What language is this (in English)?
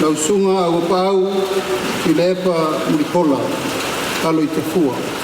Samoan